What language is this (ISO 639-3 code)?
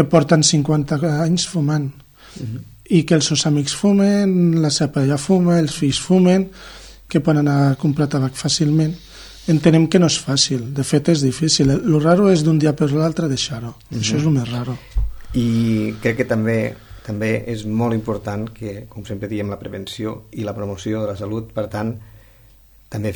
cat